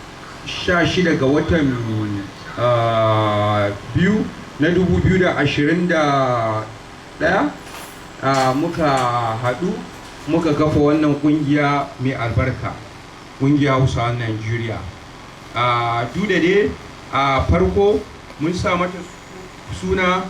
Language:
Hausa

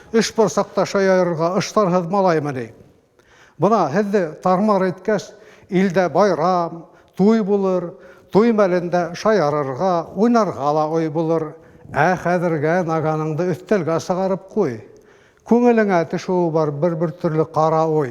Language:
Bashkir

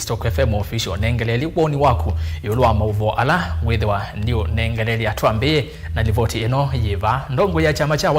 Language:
Kamba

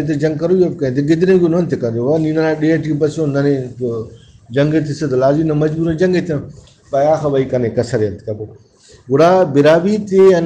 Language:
Brahui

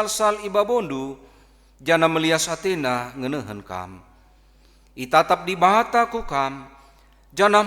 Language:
Batak Karo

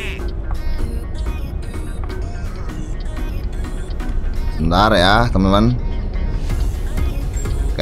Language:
Indonesian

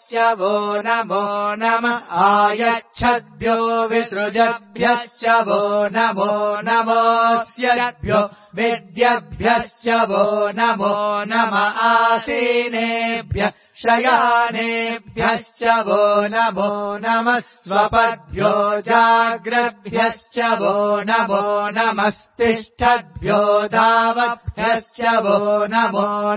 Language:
Sanskrit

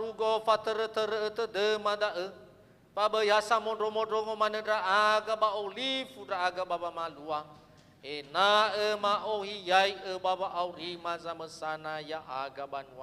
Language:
Nias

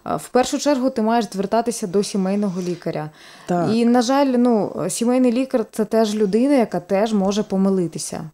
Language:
Ukrainian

